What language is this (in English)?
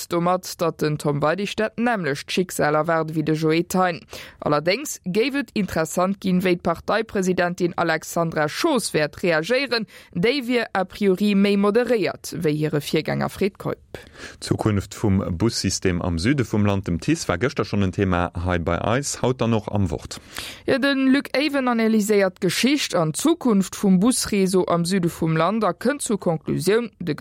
Luxembourgish